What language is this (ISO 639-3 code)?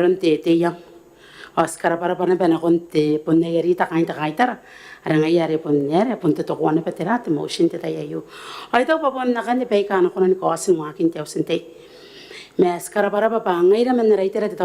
gil